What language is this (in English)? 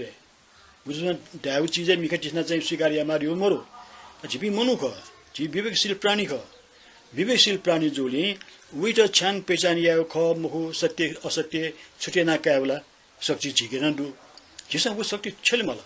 Newari